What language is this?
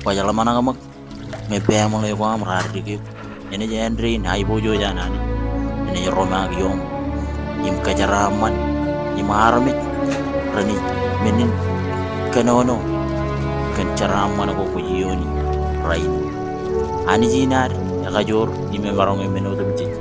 Marshallese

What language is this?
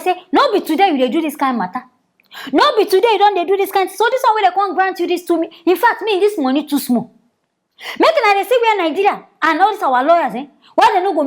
Nigerian Pidgin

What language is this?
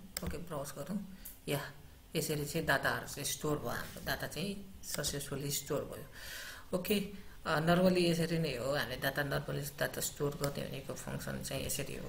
Nepali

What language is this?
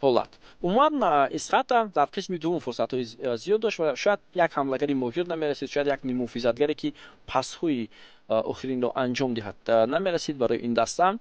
Tajik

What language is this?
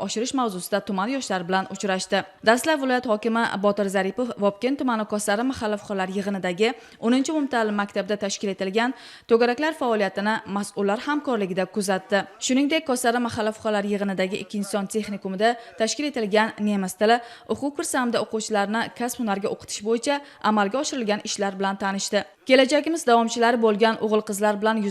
Uzbek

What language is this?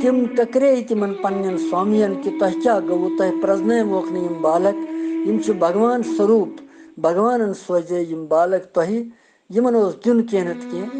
Kashmiri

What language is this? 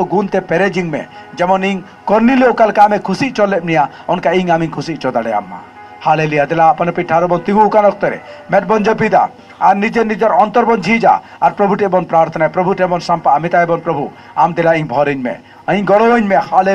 Santali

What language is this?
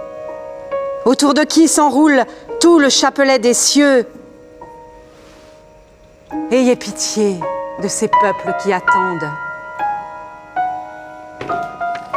French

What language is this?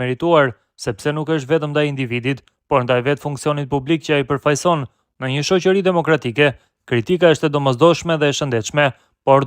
Albanian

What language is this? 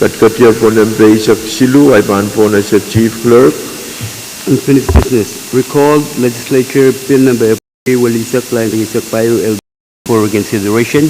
Pohnpeian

